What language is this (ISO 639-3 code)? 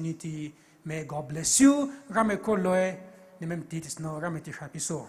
pmx